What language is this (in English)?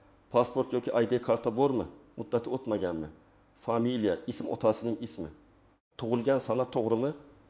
Uzbek